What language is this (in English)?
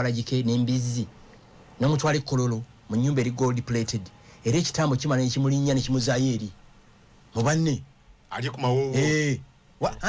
Ganda